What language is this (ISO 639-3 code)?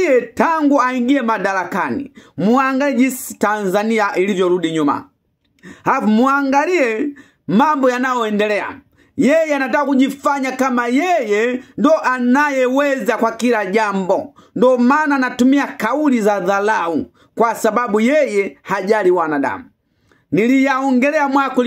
swa